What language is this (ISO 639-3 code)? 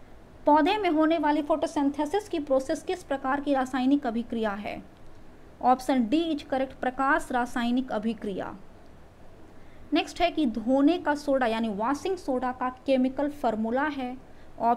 hin